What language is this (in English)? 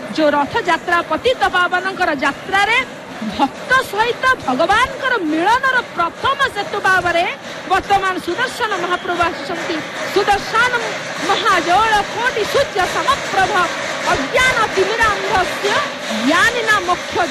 Odia